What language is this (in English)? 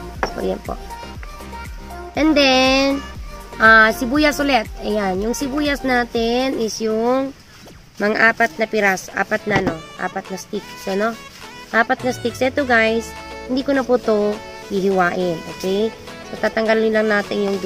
Filipino